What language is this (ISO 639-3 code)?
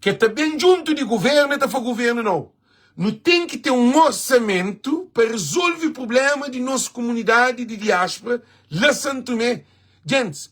kea